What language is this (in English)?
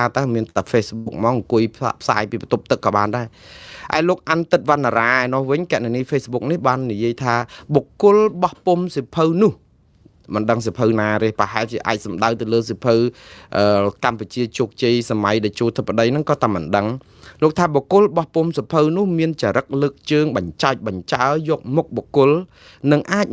Khmer